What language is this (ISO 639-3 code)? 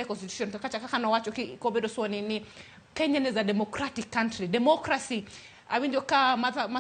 luo